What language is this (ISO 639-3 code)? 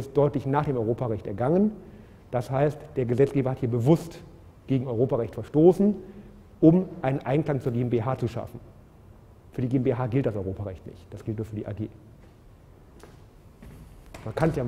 deu